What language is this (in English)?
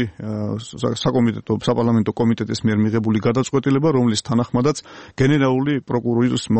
Georgian